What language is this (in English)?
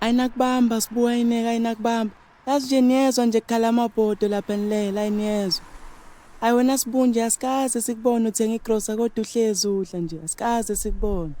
Zulu